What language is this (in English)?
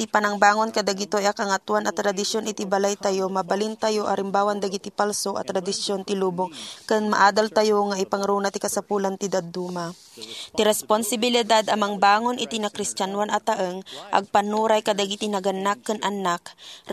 Iloko